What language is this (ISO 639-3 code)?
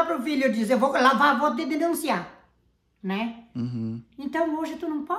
por